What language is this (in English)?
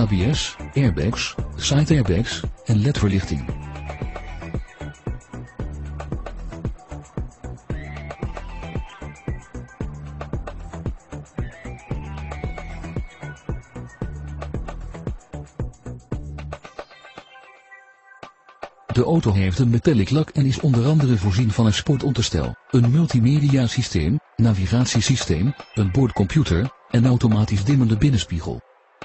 Dutch